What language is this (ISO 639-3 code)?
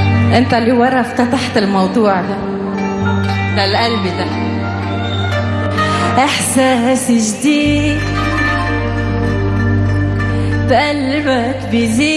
arz